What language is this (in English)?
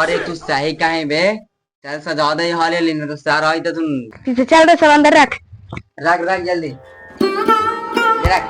Magahi